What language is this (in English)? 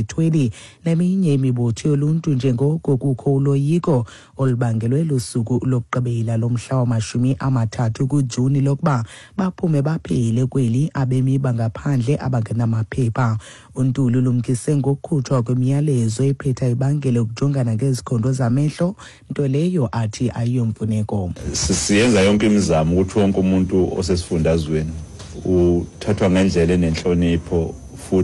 Xhosa